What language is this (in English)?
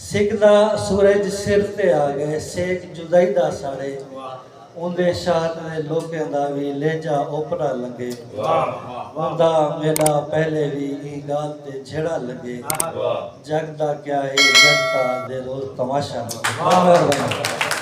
Saraiki